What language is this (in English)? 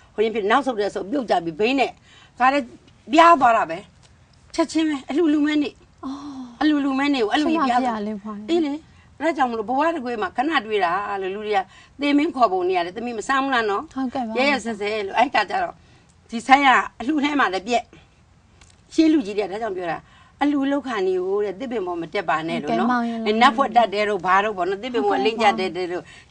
Burmese